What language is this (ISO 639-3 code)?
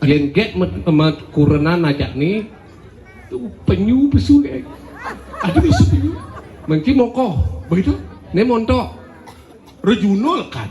ban